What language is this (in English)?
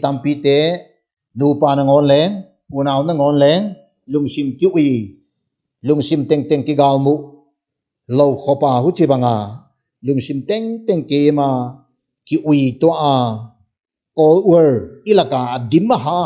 Paite Chin